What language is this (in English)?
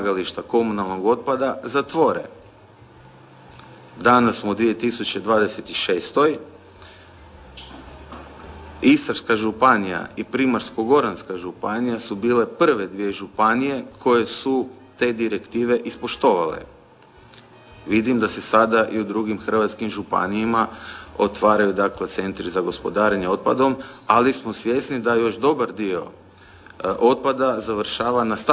Croatian